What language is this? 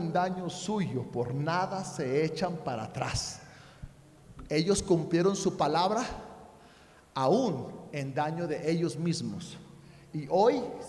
Spanish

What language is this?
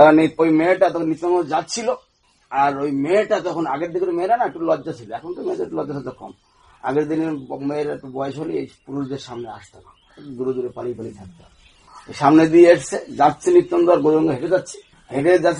Bangla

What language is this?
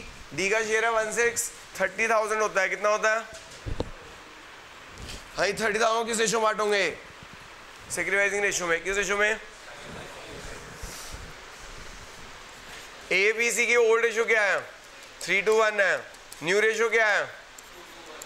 Hindi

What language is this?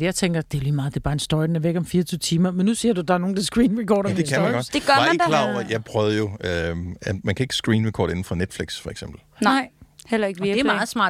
Danish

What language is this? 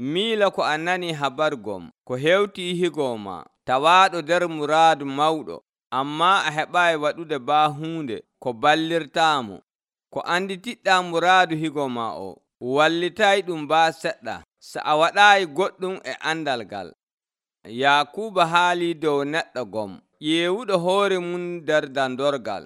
Nigerian Fulfulde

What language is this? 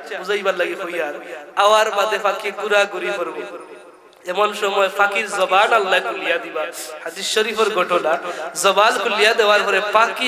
Sylheti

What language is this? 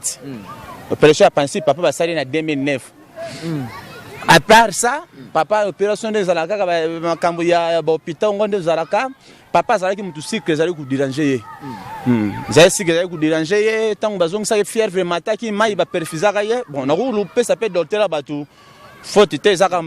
Lingala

